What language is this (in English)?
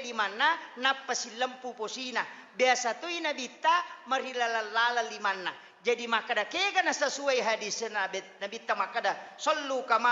Buginese